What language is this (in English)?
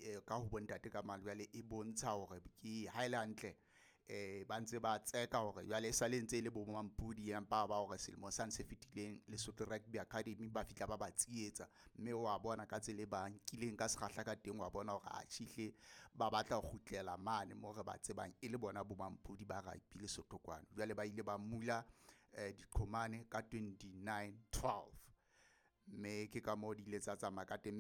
Southern Sotho